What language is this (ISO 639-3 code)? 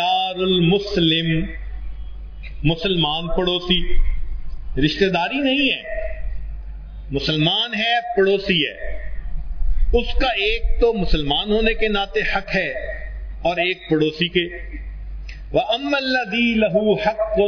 urd